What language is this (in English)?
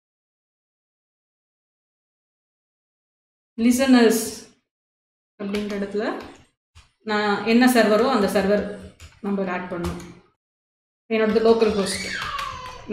Tamil